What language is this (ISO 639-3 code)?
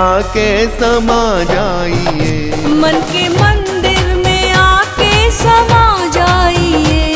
hin